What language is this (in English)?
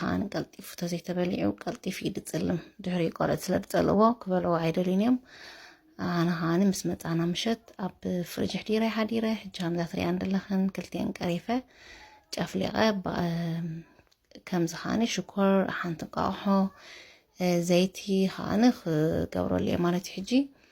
Tigrinya